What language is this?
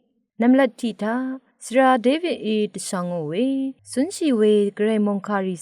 Rawang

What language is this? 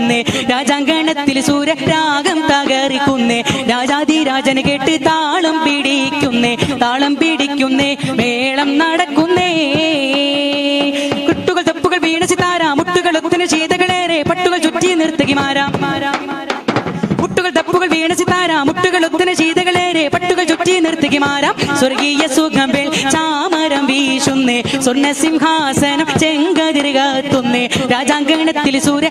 Malayalam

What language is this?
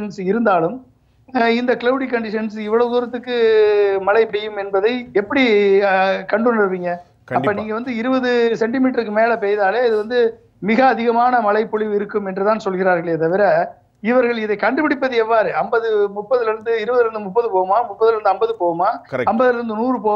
Tamil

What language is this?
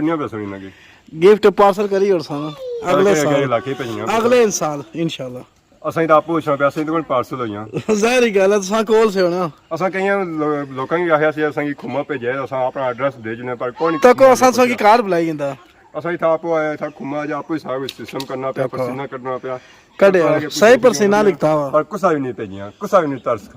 Pahari-Potwari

